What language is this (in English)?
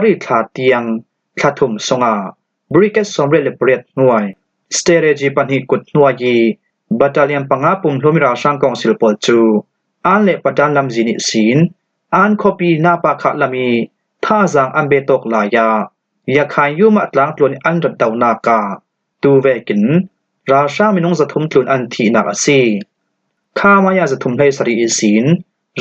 Falam Chin